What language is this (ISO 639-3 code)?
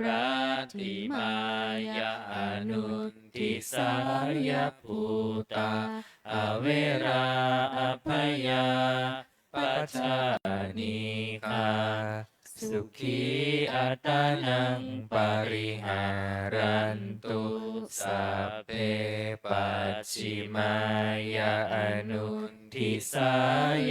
pli